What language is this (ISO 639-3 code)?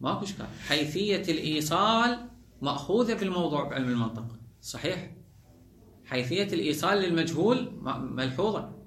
acm